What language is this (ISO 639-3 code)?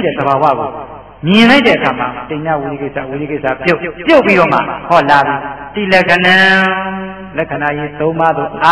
mya